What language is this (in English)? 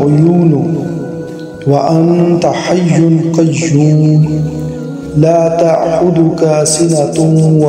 Urdu